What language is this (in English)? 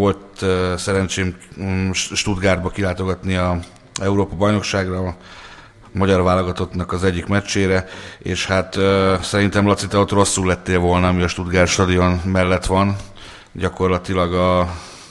Hungarian